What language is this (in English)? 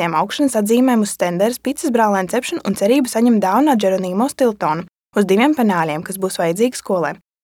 Latvian